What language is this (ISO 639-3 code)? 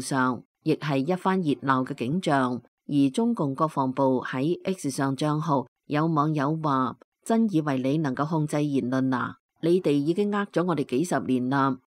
yue